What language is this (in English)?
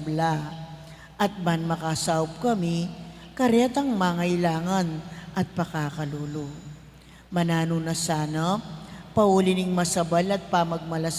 Pampanga